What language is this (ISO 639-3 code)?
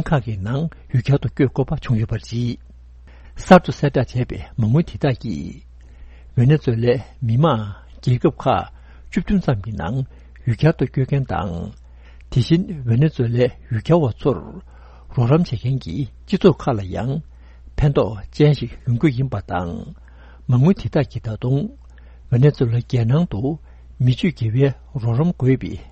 bod